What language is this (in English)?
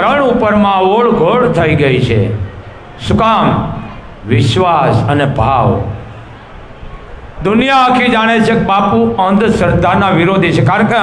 Gujarati